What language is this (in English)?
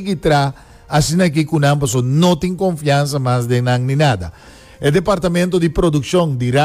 Papiamento